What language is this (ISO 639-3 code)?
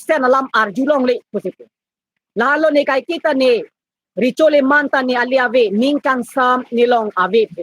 mjw